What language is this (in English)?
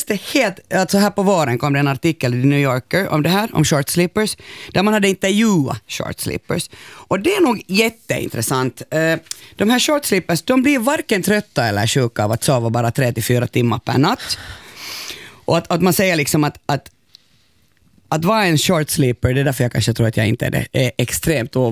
Swedish